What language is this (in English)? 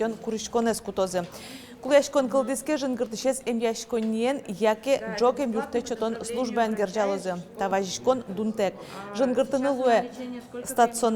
Udmurt